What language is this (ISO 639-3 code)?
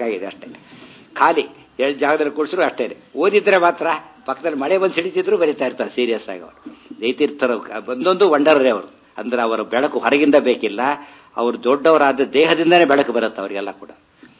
kan